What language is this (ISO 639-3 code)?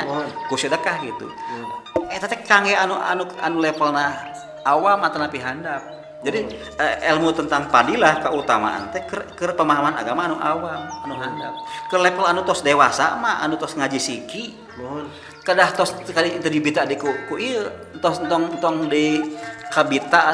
sun